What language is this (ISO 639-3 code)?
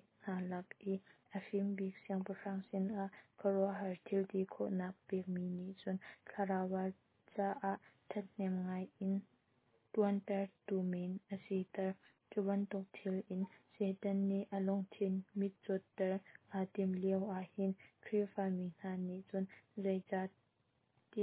cnh